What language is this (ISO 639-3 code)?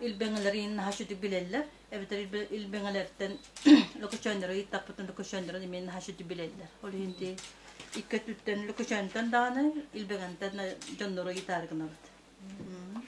sah